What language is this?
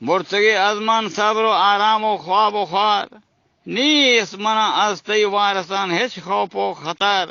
Eastern Balochi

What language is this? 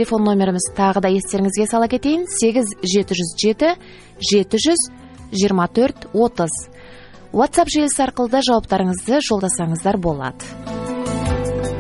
Kazakh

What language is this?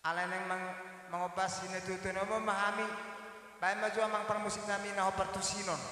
Batak Toba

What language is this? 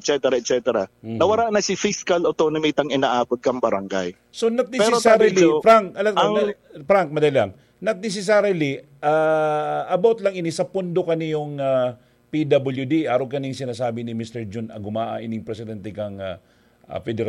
Bikol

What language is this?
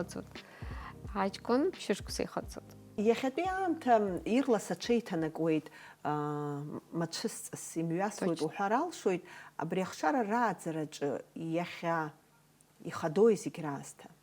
Abkhazian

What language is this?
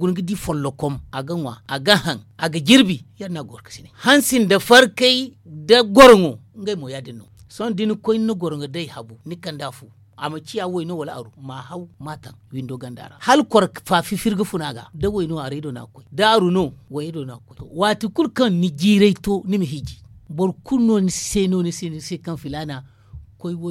Zarma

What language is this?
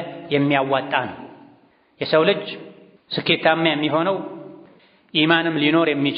Amharic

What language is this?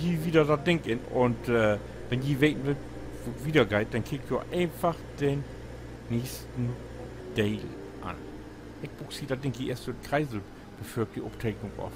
Low German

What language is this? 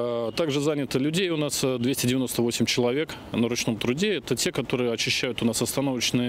Russian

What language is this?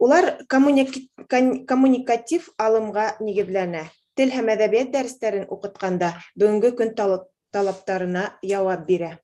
Bashkir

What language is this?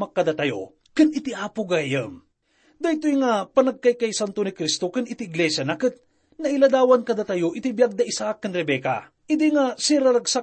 Iloko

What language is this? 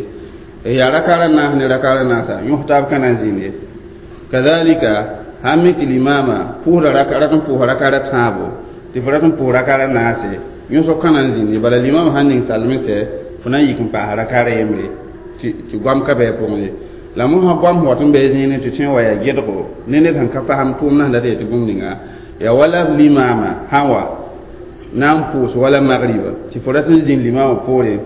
Mossi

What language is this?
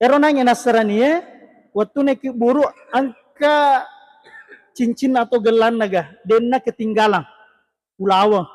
Buginese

